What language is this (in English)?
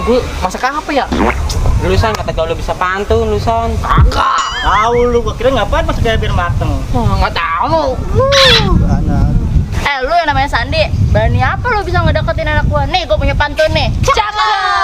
Betawi